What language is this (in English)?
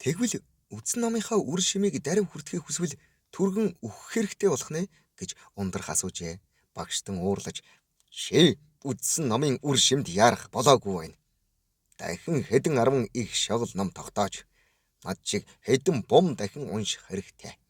Mongolian